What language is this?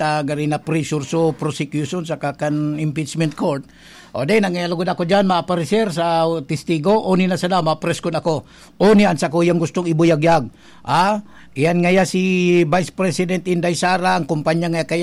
Bikol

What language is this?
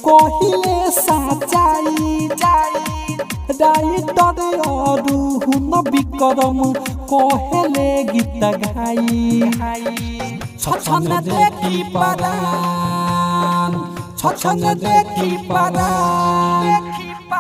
Bhojpuri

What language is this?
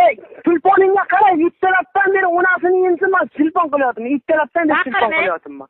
Uzbek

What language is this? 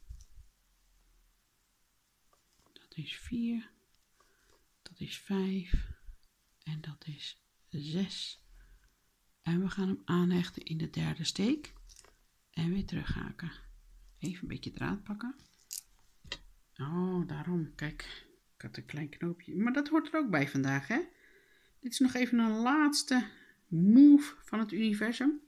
Dutch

